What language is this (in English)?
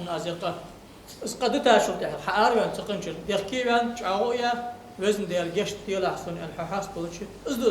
Ingush